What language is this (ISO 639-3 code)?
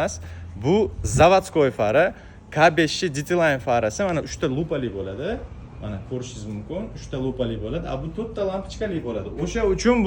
uzb